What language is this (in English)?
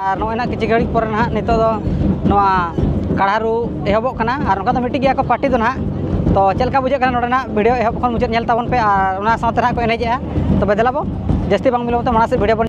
Santali